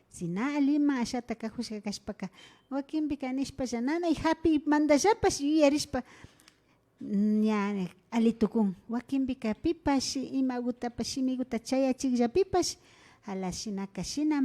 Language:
Imbabura Highland Quichua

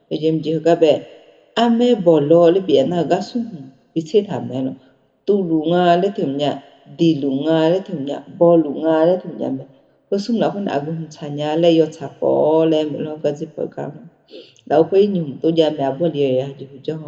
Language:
Akha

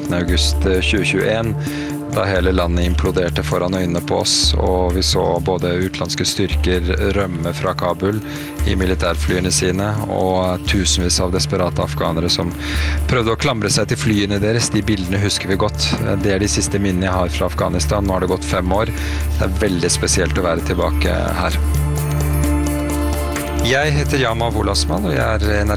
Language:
Norwegian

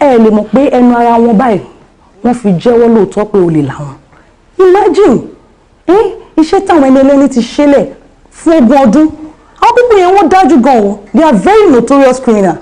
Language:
Yoruba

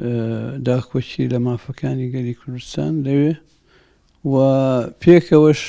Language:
Central Kurdish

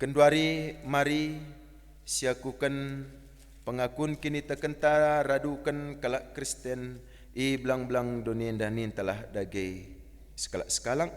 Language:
Batak Karo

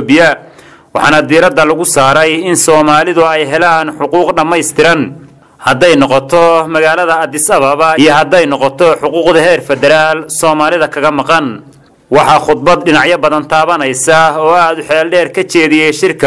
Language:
Somali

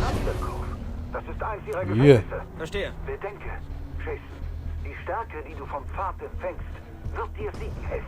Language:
Swiss German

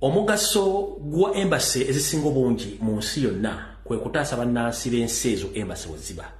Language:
Ganda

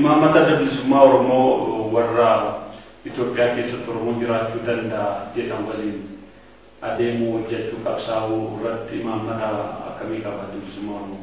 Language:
Oromo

